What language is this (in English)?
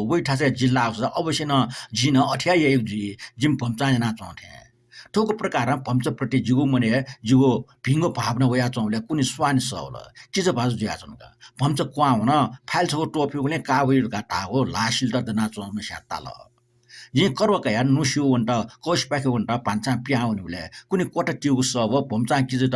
Newari